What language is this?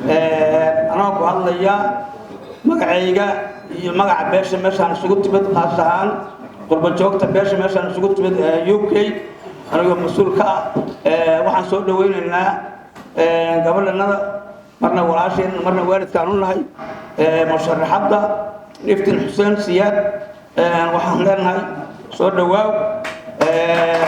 Somali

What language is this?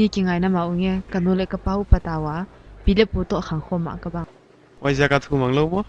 Paite Chin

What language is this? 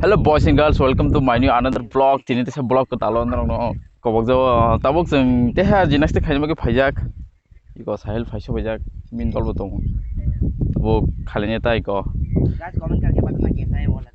Kok Borok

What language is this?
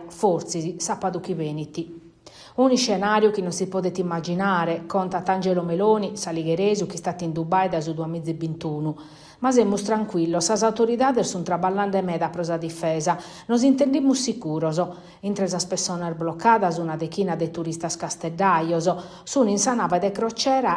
Sardinian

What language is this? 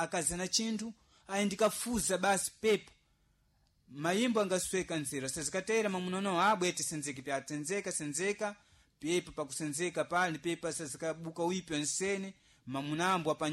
Sena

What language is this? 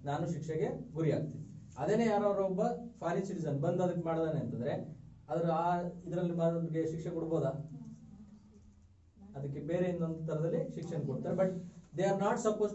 Kannada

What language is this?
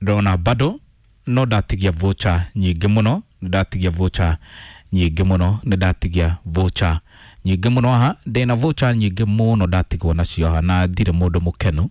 Kikuyu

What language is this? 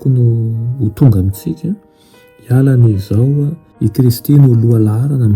Malagasy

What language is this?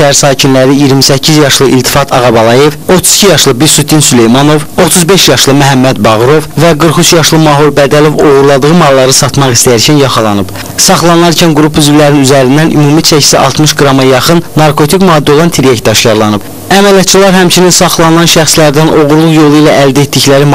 Azerbaijani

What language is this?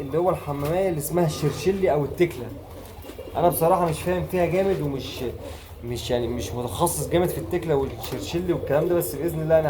Egyptian Arabic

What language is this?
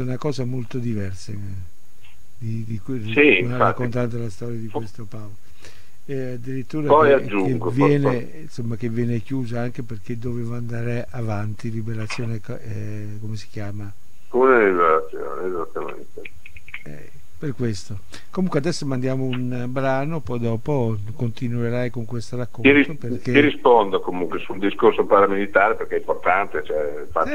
Italian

